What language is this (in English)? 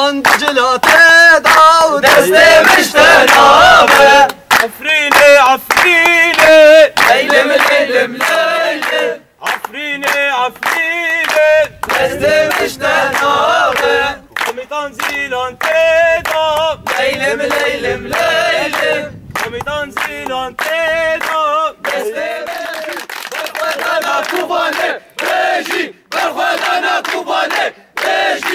Kurdish